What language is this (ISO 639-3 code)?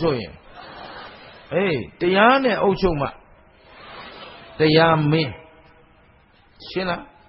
mya